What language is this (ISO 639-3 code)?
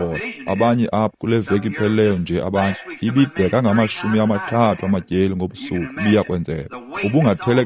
xho